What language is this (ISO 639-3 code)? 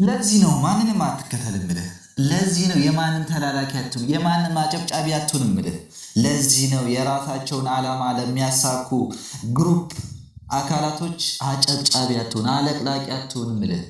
amh